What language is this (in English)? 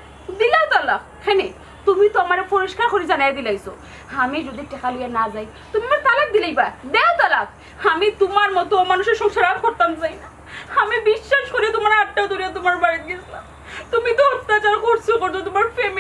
Sylheti